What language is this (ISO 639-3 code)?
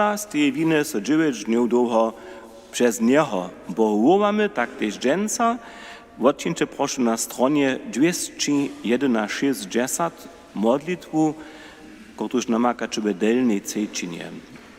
hsb